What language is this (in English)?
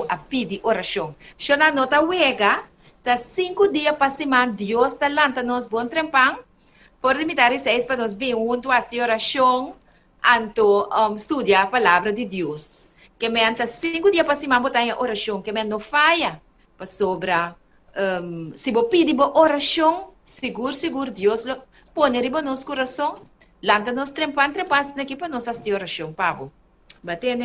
Papiamento